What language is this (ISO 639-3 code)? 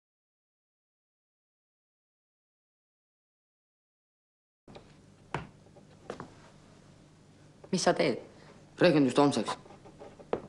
est